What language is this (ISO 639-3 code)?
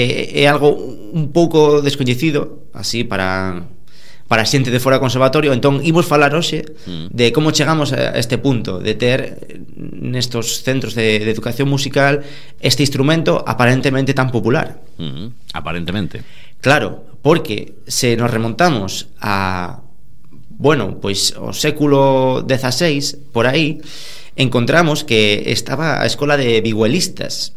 glg